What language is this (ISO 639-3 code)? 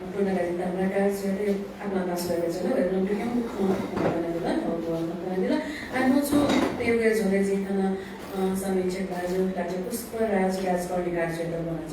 new